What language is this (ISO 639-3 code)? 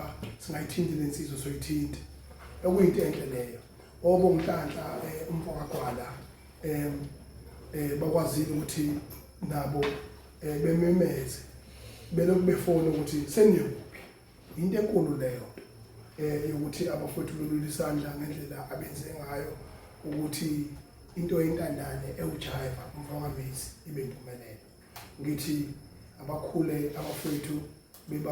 zul